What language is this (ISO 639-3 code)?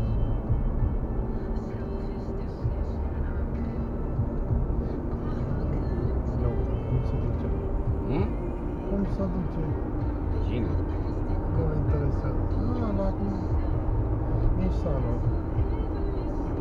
ron